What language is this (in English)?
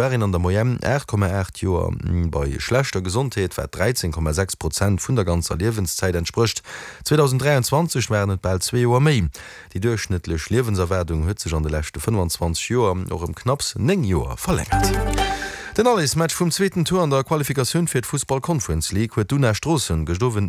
Luxembourgish